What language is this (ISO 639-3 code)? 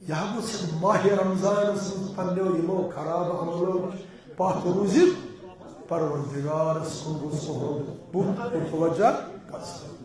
kas